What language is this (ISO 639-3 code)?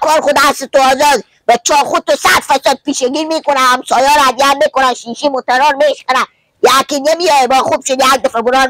fas